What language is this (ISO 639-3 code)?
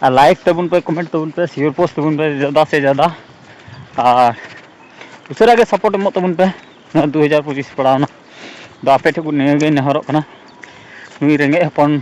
sat